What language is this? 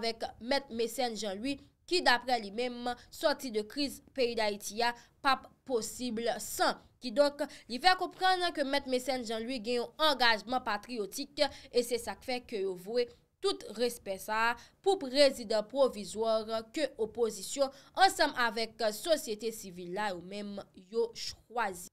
Haitian Creole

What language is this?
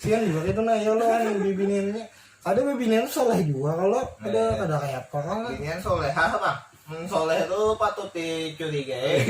Banjar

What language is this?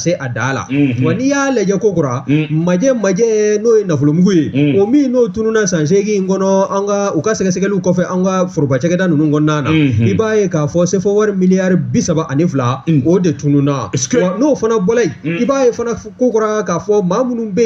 Bambara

